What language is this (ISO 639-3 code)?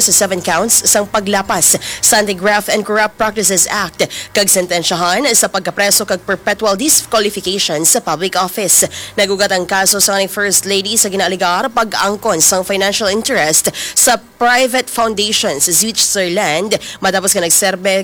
hil